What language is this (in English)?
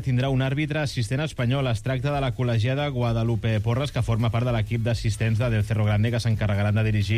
Catalan